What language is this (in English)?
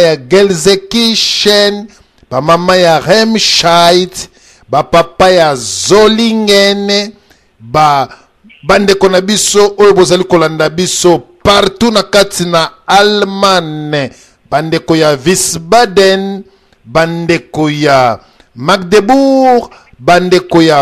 Lingala